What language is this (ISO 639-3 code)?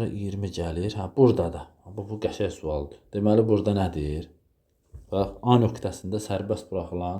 aze